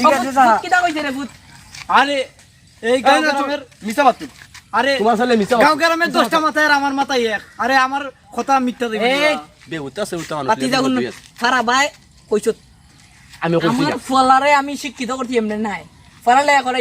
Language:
Sylheti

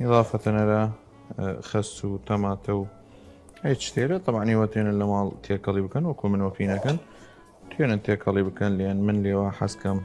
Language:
Southern Kurdish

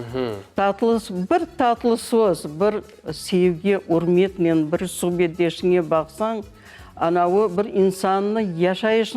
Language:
Crimean Tatar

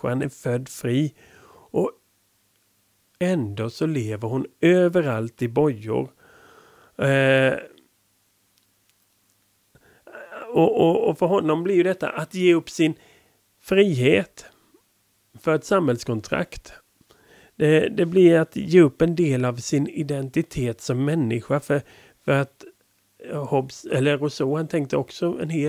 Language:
Swedish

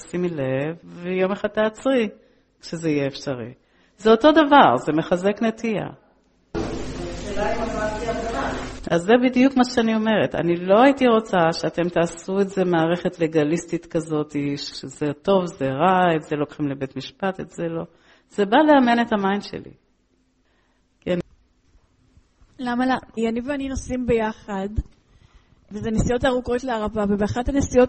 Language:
Hebrew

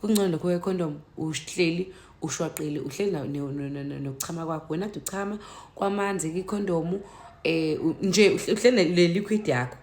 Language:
Zulu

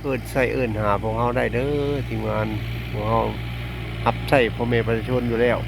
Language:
Lao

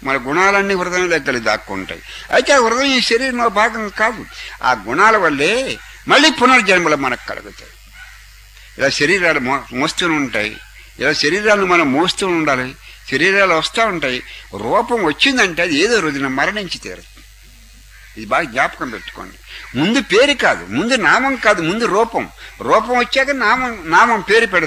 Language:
Telugu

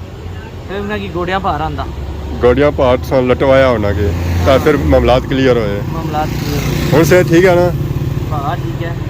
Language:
Pahari-Potwari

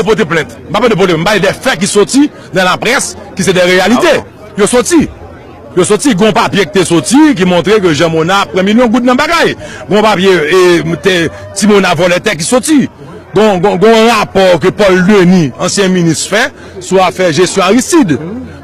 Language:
Haitian Creole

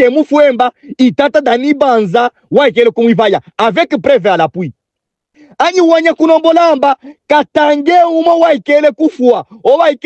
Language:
Luba-Katanga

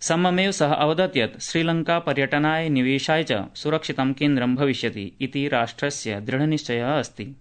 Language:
Sanskrit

